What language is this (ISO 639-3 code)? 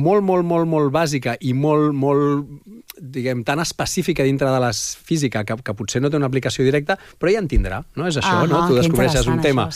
cat